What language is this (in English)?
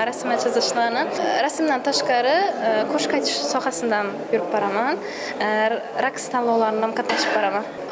Uzbek